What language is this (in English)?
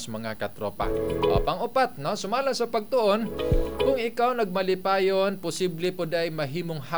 Cebuano